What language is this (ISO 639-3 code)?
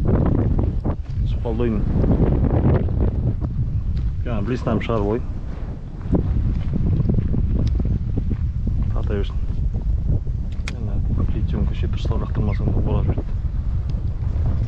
kaz